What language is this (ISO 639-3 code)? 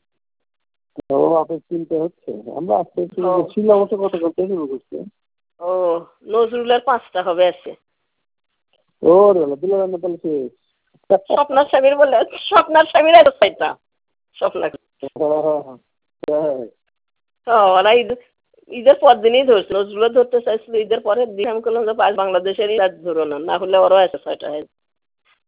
ben